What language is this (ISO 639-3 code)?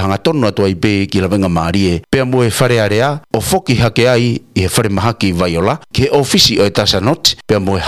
ton